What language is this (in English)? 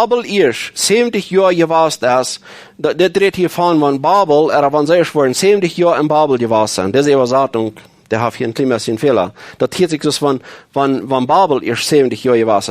Plautdietsch